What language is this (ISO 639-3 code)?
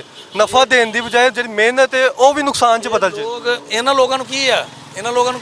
lah